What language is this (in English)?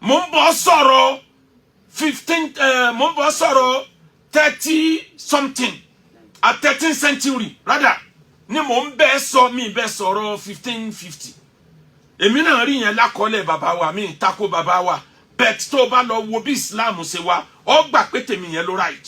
Yoruba